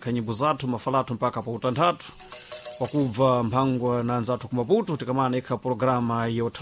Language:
Sena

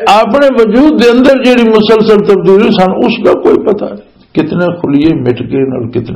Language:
Western Panjabi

